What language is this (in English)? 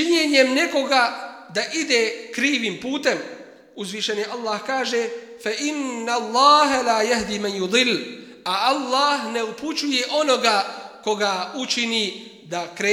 Bosnian